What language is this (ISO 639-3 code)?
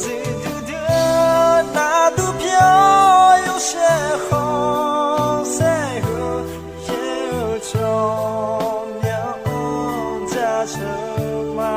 ahk